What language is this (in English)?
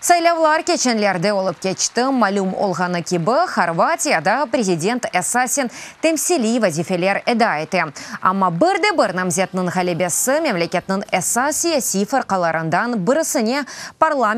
Crimean Tatar